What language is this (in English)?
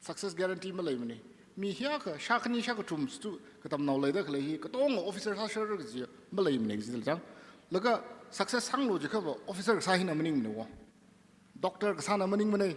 Tangkhul Naga (India)